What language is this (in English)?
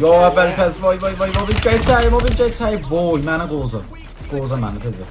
South Azerbaijani